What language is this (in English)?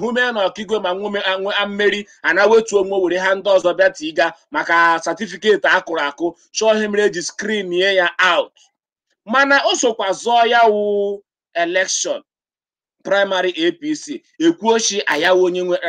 Igbo